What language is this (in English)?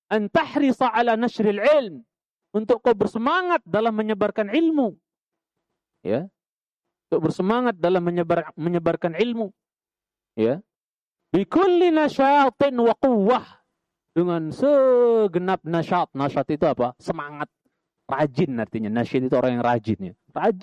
Indonesian